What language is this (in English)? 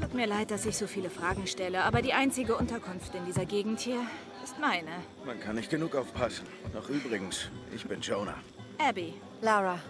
Swiss German